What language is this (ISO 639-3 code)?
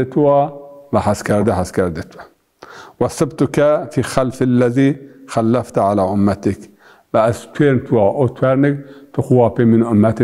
zza